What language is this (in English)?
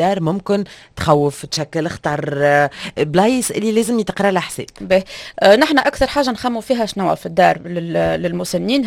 Tunisian Arabic